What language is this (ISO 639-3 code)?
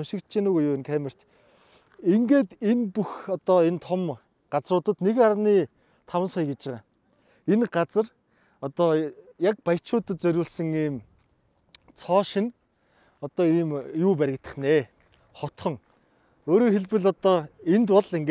mon